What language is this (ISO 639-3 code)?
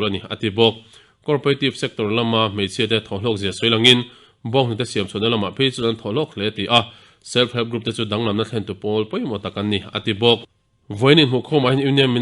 lus